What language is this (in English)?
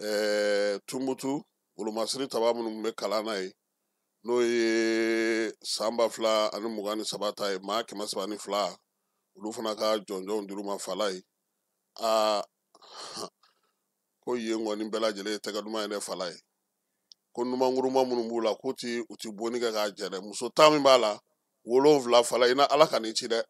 Bambara